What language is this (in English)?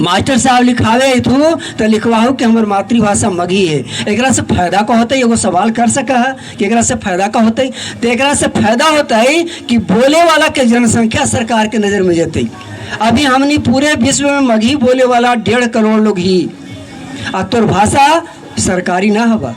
Magahi